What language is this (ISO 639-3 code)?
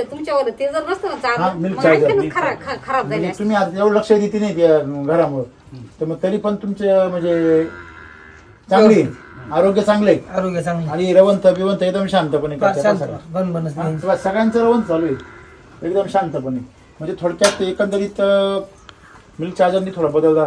mar